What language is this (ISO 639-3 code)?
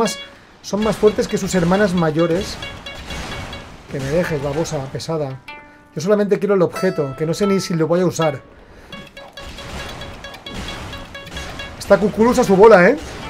spa